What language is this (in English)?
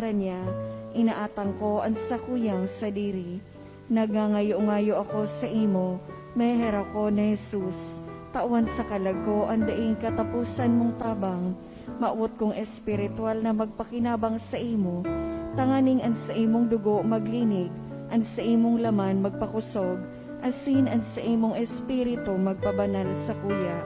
Bikol